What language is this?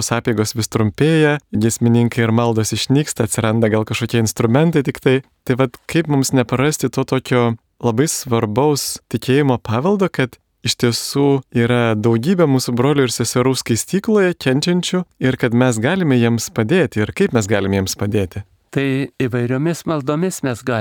Lithuanian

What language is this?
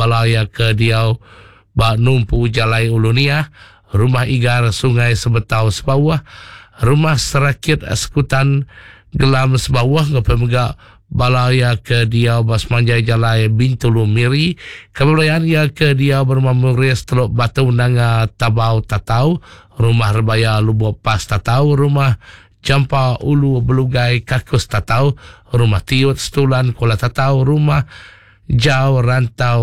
Iban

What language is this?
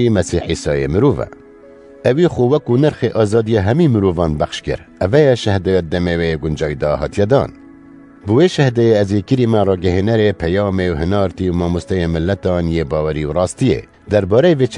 Kurdish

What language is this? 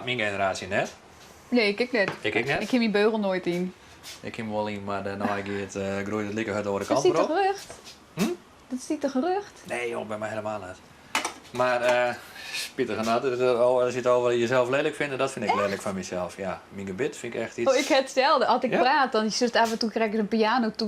Western Frisian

